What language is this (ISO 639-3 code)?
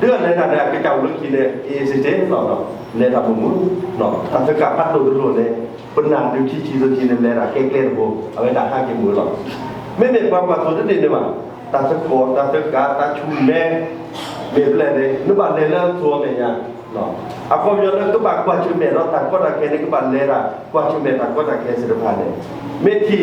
ksw